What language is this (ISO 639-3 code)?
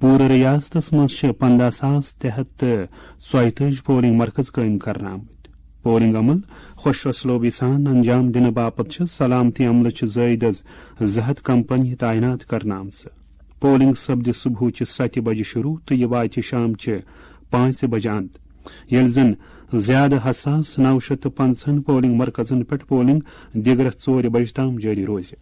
kas